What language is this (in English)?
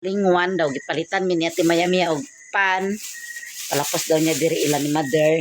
Cebuano